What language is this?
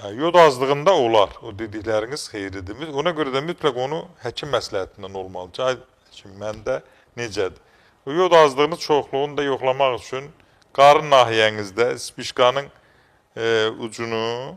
Azerbaijani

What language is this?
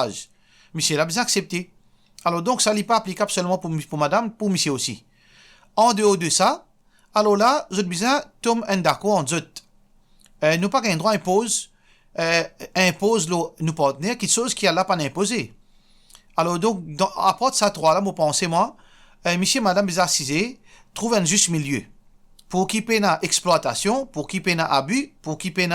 Morisyen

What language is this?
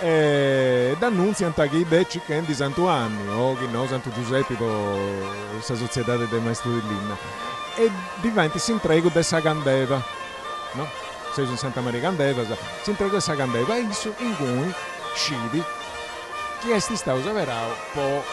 Sardinian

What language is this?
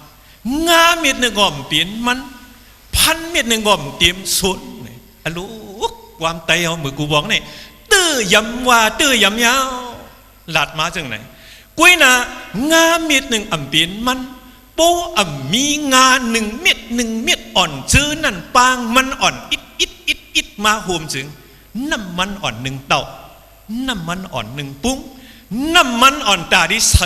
Shan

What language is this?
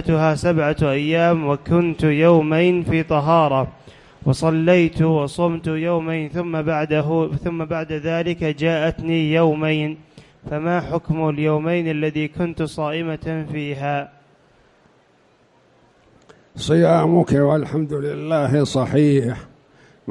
Arabic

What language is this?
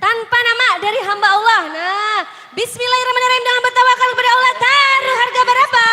Banjar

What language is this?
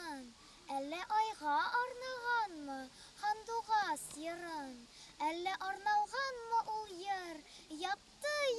Bashkir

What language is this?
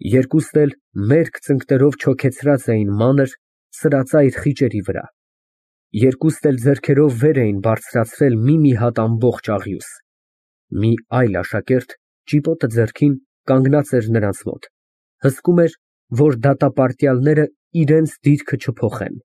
Armenian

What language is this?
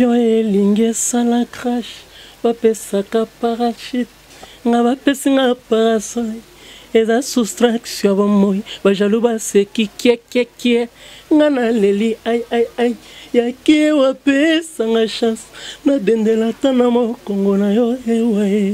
Lingala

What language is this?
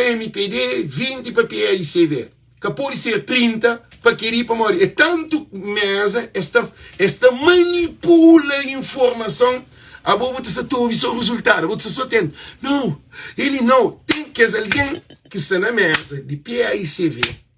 Kabuverdianu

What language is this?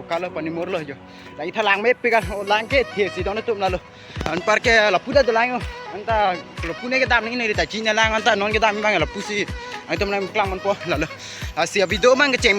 Karbi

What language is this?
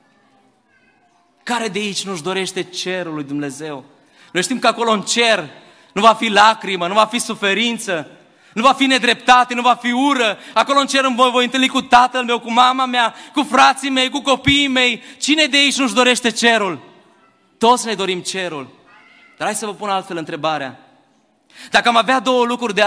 Romanian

